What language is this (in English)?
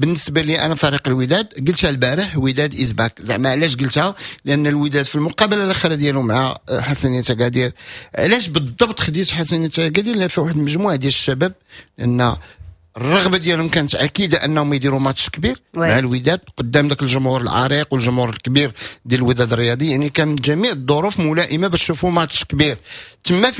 Moroccan Arabic